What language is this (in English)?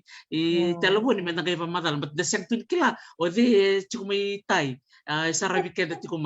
Fijian